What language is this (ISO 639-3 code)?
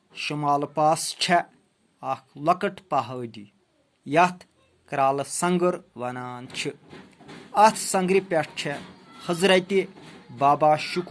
kas